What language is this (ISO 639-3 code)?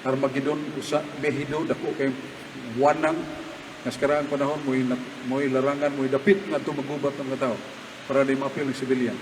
ceb